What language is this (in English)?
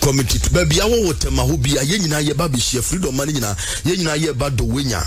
Akan